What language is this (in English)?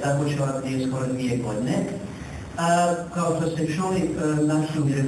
Bosnian